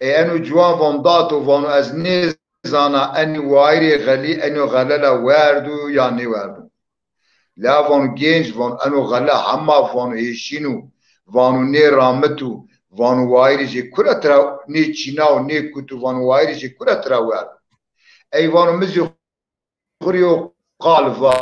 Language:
Zaza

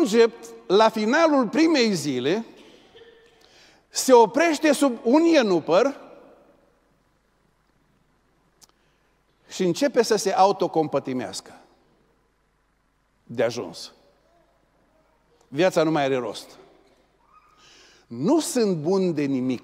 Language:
Romanian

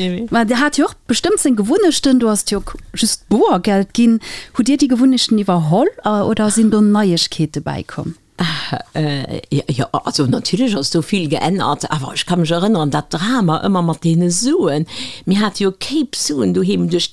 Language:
Luxembourgish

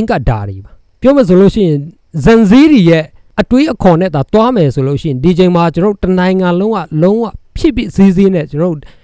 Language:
Burmese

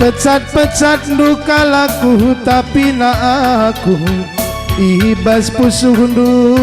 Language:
Batak Karo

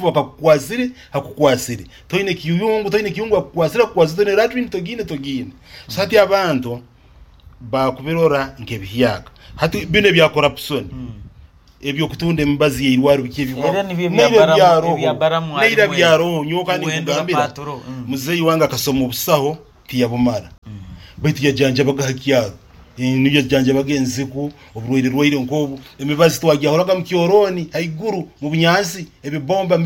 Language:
Nyoro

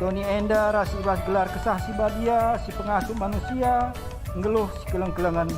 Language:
Batak Karo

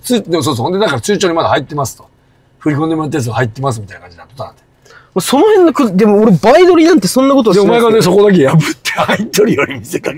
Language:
Japanese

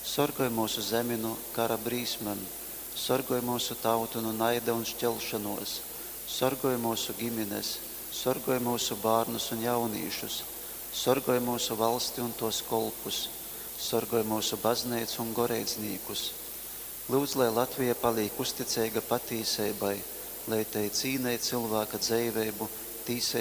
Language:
Latgalian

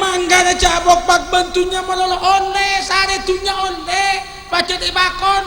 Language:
Madurese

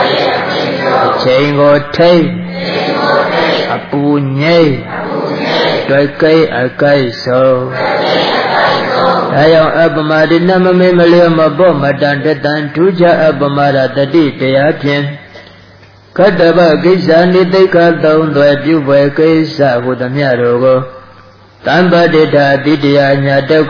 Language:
Burmese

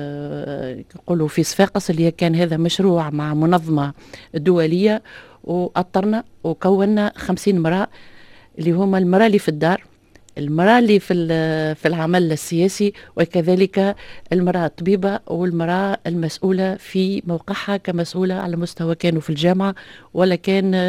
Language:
Tunisian Arabic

